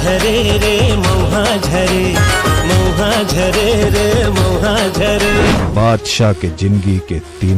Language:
Chhattisgarhi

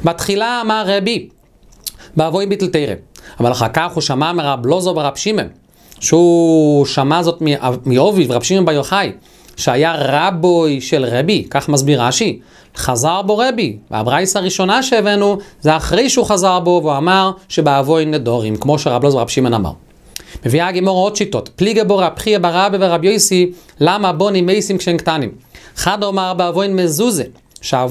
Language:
Hebrew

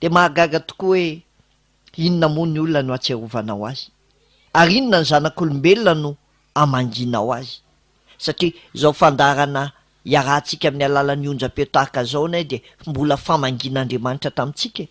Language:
Malagasy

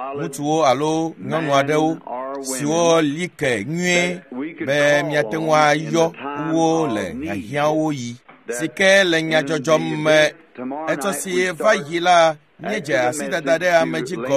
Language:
Ewe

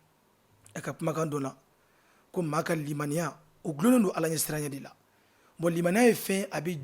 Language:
Bambara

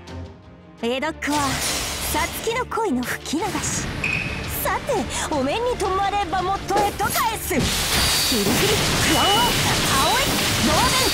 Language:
Japanese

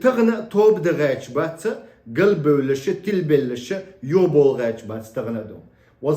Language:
Chechen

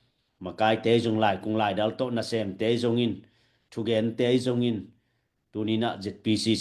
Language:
Tedim Chin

